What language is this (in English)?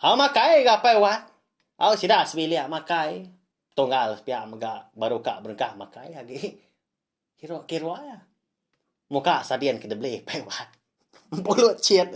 Iban